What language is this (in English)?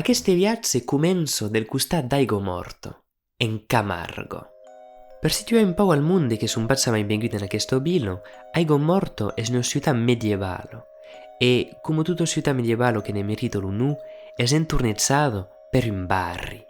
Occitan